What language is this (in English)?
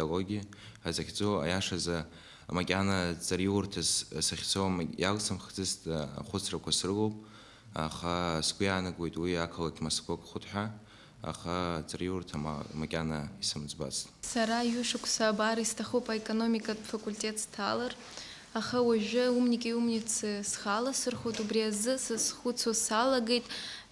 Abkhazian